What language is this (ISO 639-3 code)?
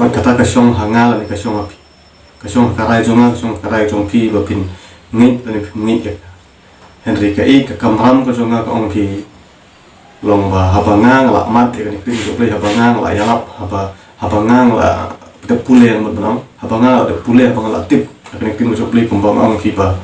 kha